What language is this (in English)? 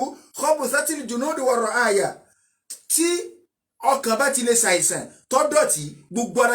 Yoruba